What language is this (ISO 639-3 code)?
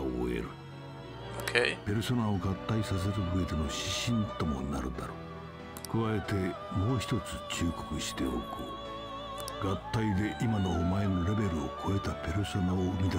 jpn